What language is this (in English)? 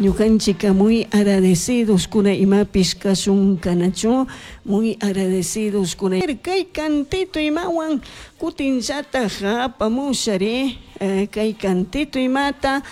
Chimborazo Highland Quichua